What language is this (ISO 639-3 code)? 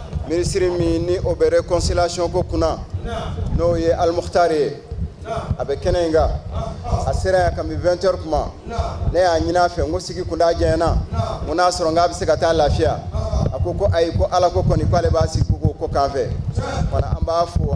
bam